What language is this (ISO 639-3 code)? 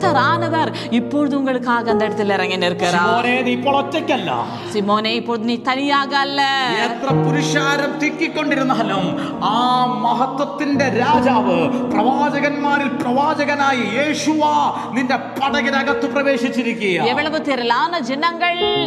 mal